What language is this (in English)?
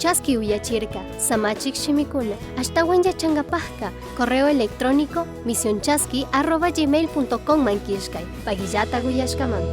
Chimborazo Highland Quichua